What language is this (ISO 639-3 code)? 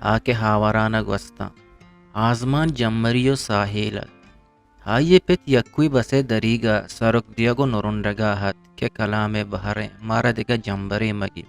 bgp